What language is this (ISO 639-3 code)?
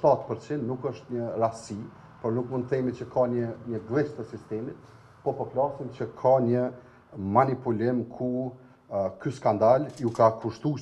sqi